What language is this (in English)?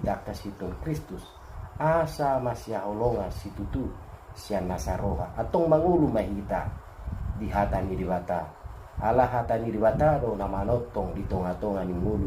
Batak Toba